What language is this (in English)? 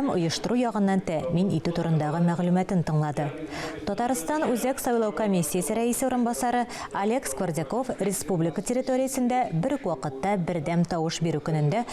Tatar